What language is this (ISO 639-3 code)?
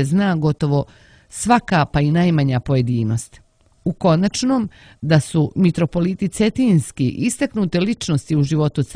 srp